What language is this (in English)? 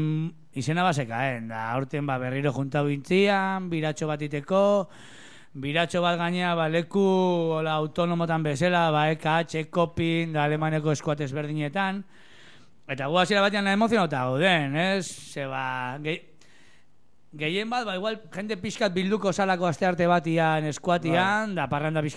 Basque